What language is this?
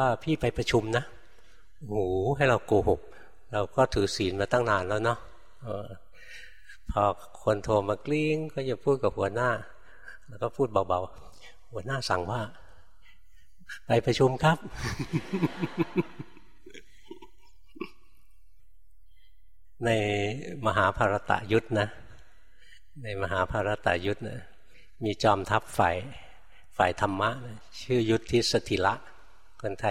Thai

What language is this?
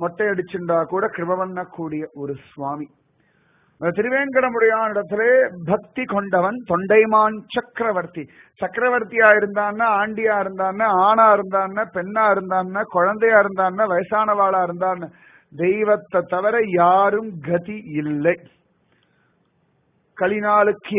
Tamil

